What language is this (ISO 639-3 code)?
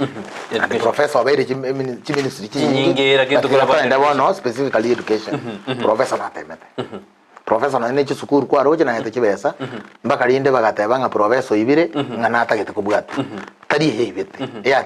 guz